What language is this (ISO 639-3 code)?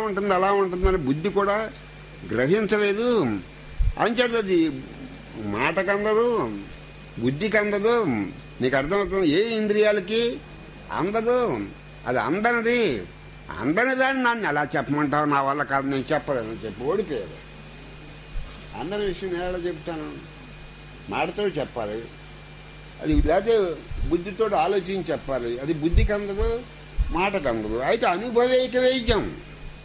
tel